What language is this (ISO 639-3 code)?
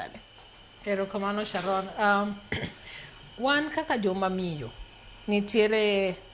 luo